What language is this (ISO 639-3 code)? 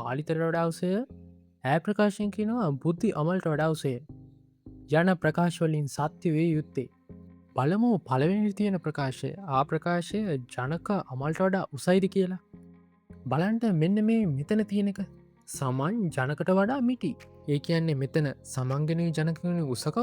sin